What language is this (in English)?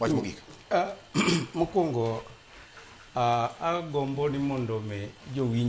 Luo (Kenya and Tanzania)